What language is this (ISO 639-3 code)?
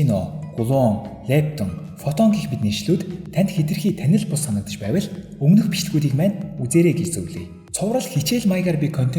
mon